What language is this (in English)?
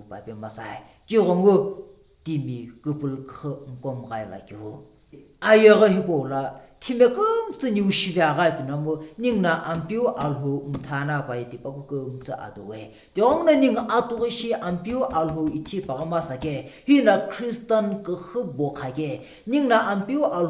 Sumi Naga